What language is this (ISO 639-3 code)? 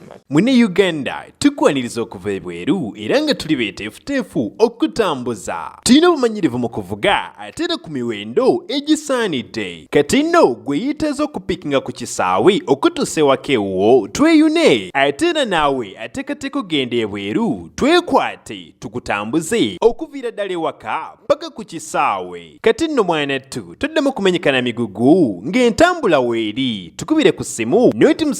lug